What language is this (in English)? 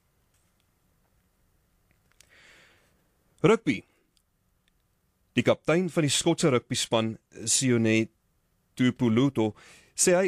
Afrikaans